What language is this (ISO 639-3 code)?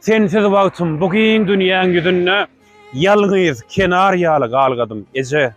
tuk